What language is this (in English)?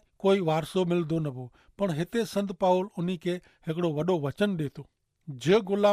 Kachhi